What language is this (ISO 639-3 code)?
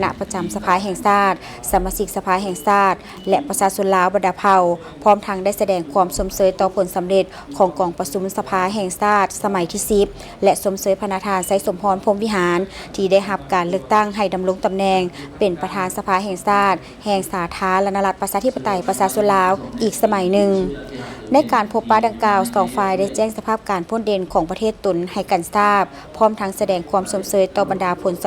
lao